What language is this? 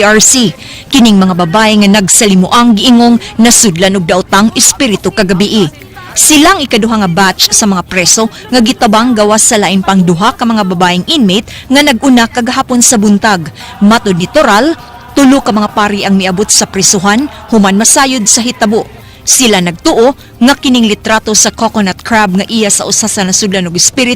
Cebuano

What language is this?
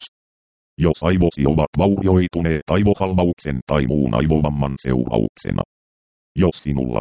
Finnish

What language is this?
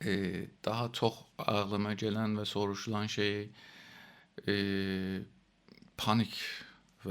South Azerbaijani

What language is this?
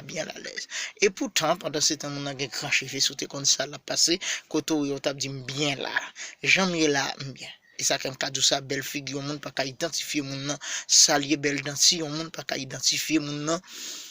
Haitian Creole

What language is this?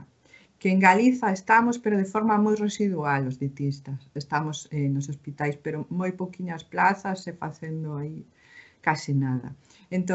Galician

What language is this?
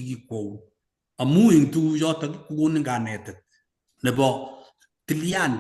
Kalenjin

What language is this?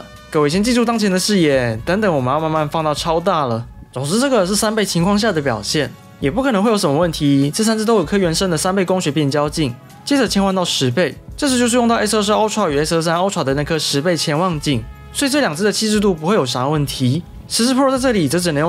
Chinese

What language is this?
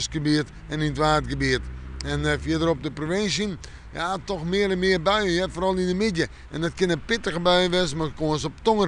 Western Frisian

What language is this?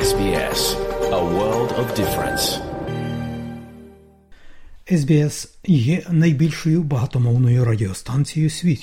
Ukrainian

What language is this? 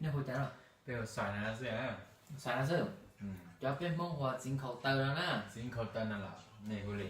Hmong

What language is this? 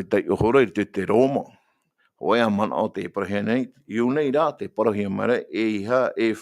Tahitian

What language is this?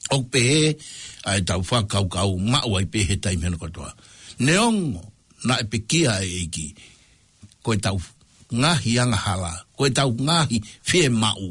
Tongan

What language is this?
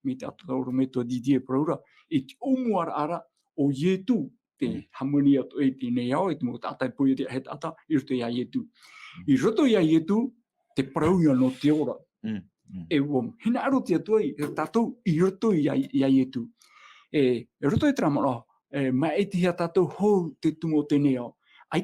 Tahitian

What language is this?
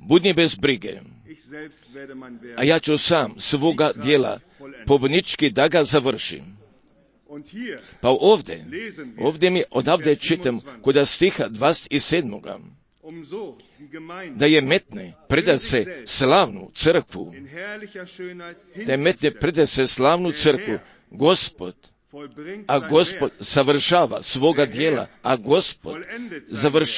Croatian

